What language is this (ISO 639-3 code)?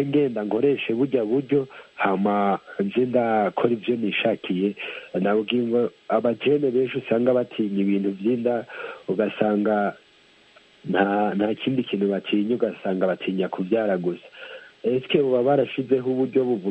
kin